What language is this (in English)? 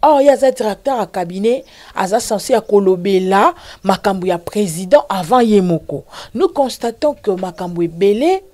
Lingala